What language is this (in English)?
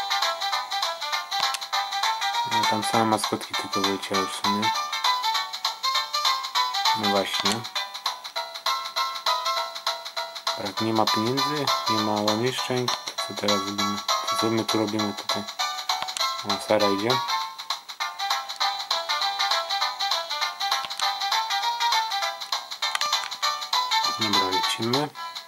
Polish